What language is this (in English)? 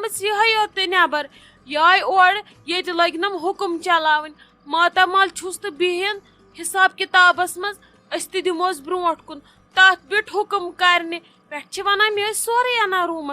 Kashmiri